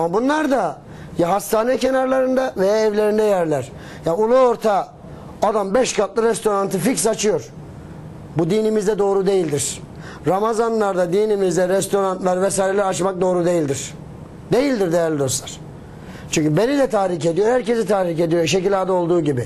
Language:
Turkish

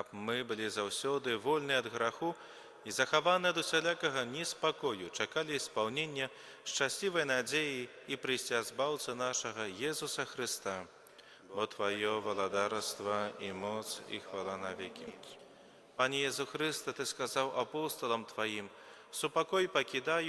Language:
Belarusian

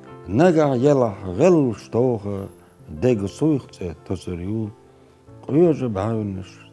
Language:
Chechen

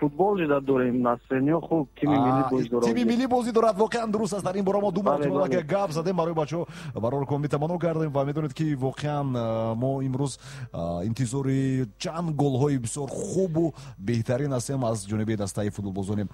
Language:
Tajik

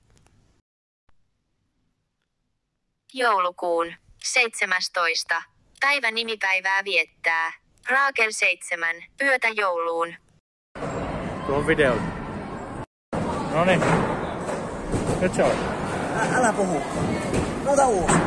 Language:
Finnish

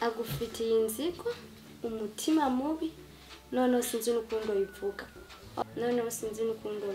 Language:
Rundi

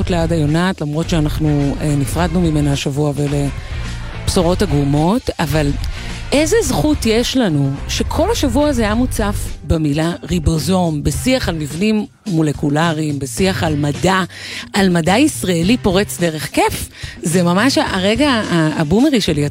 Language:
Hebrew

